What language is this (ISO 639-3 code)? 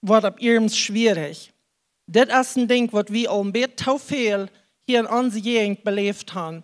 pdt